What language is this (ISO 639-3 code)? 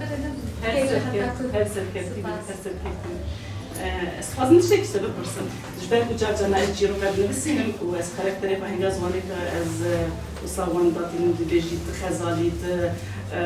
kur